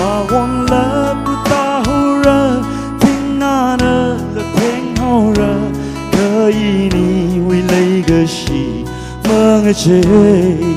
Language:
Tangkhul Naga (India)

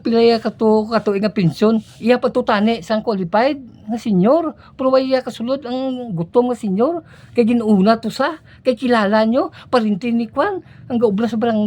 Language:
Hiligaynon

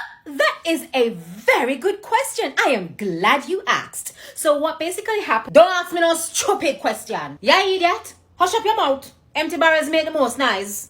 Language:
Jamaican Creole English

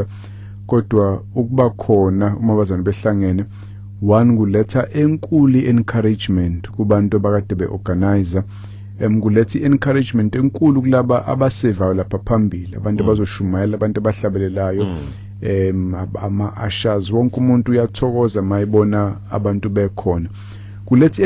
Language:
Zulu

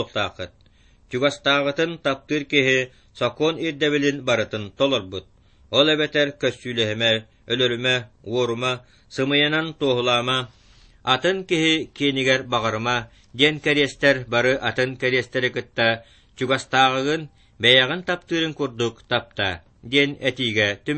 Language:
Yakut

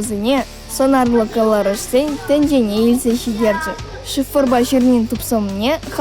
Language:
Chuvash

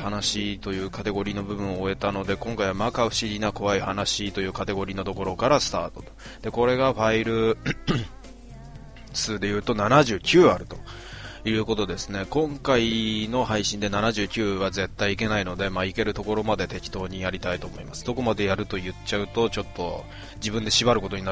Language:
Japanese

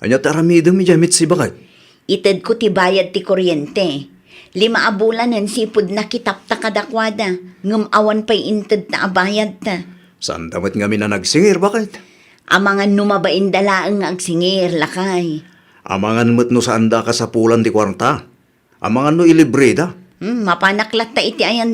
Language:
Iloko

